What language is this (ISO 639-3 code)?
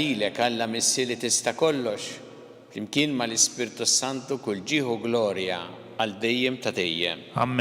mlt